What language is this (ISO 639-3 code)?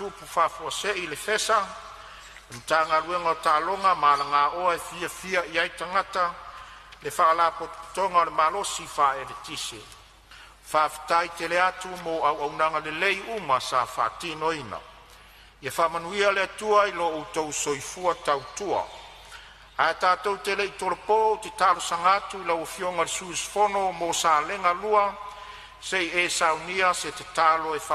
smo